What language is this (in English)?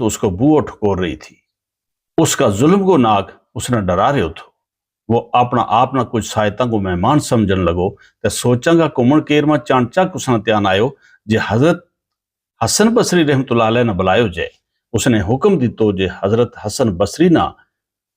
Gujari